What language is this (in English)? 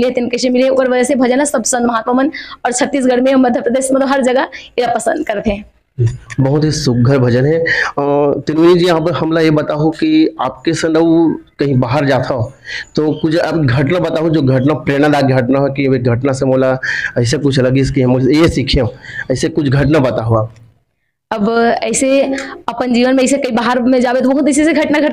Chhattisgarhi